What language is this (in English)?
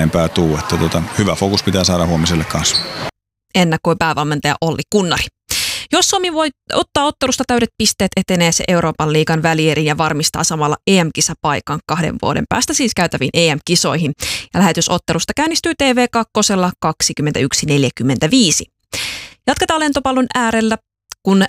Finnish